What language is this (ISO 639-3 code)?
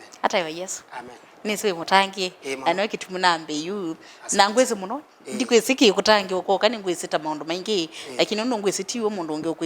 kam